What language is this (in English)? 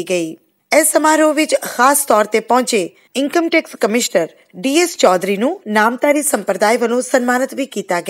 Punjabi